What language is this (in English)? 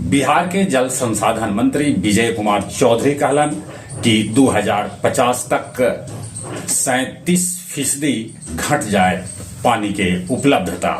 Magahi